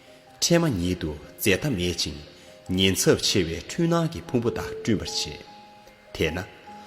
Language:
Tibetan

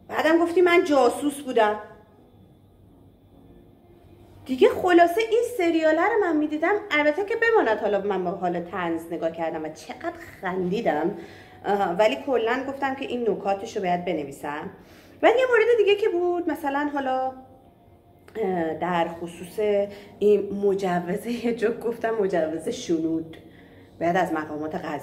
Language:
Persian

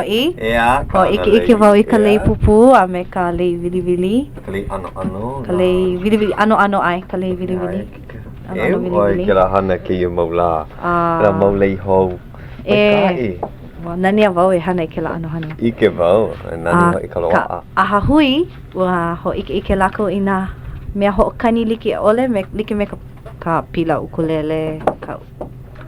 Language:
Hawaiian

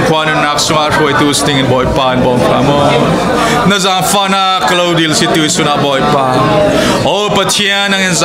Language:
Falam Chin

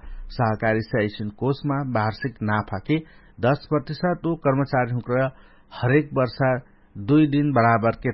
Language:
Dangaura Tharu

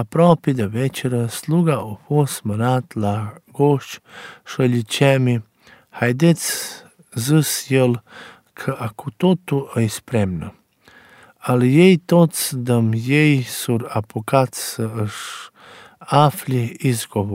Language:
Romanian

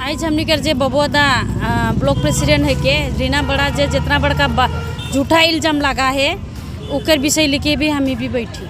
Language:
Sadri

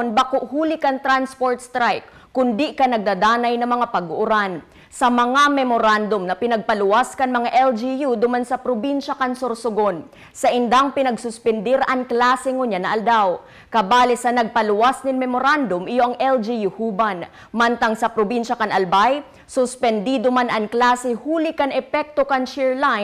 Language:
Bikol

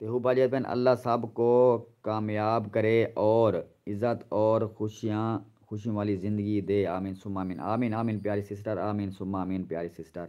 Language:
Saraiki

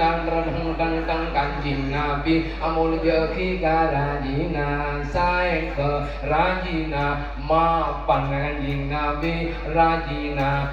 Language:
Madurese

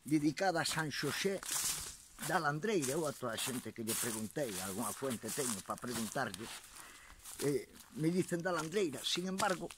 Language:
Galician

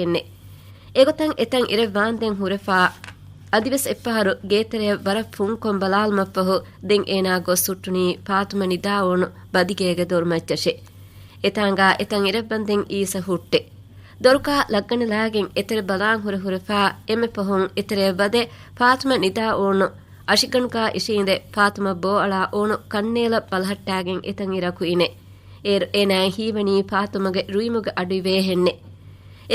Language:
Divehi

